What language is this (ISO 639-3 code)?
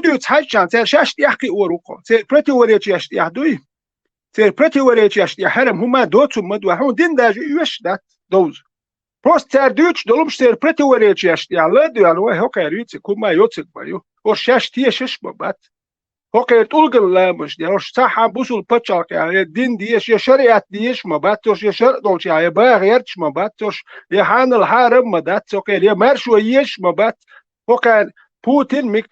che